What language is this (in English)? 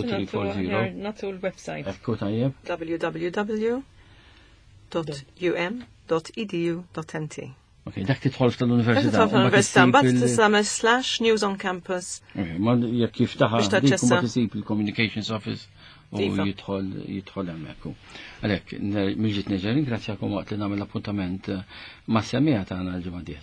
Maltese